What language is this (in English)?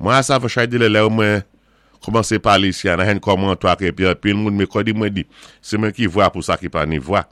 Saint Lucian Creole French